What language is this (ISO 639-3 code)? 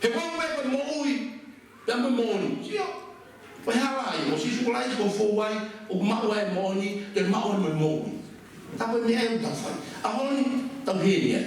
ton